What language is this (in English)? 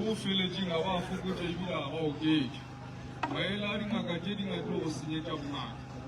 Northern Sotho